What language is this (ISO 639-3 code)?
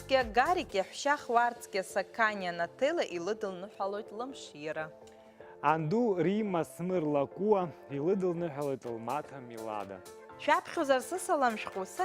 abk